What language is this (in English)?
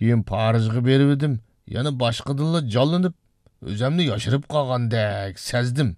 Uyghur